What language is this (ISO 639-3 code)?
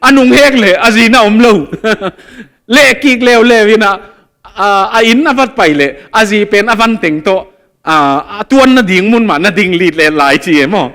ctd